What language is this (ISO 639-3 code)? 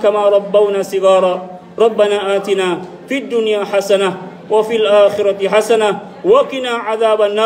mak